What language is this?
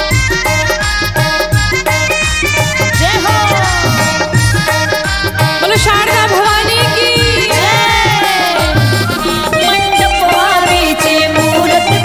Bhojpuri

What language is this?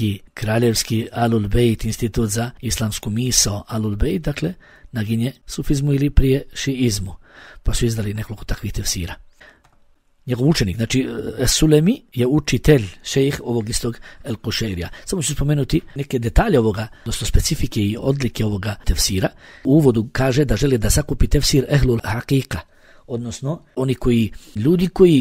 Bosnian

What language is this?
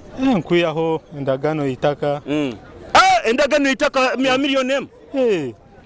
Nyoro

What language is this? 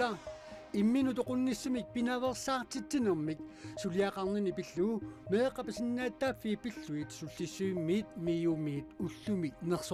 Kalaallisut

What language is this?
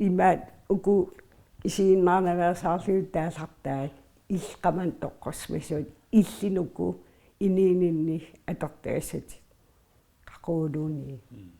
Kalaallisut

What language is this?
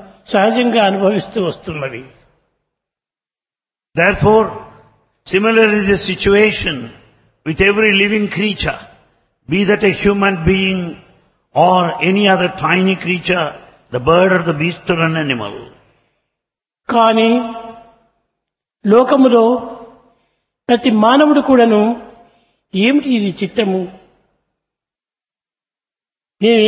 Telugu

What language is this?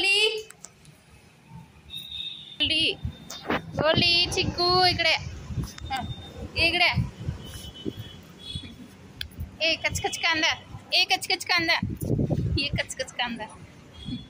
Marathi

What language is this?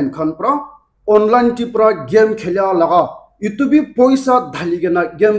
Naga Pidgin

